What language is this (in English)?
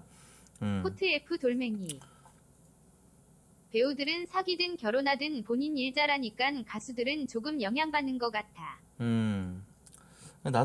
Korean